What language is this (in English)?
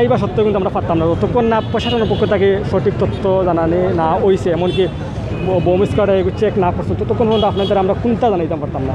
Sylheti